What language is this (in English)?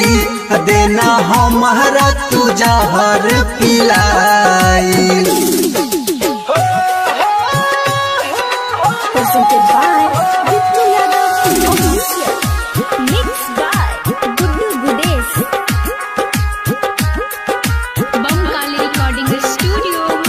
Bhojpuri